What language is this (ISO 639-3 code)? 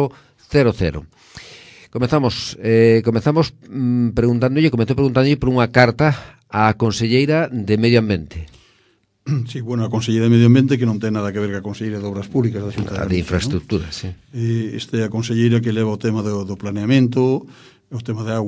glg